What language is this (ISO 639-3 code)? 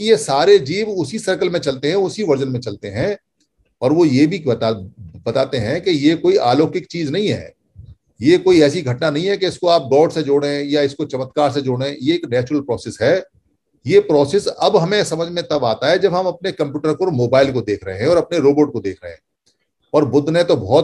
hin